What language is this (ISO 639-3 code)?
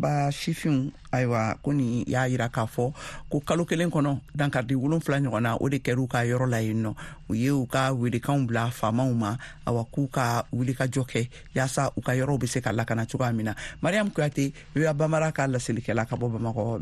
bam